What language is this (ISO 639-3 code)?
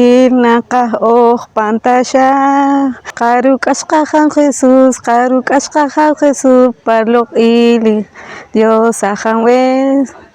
poh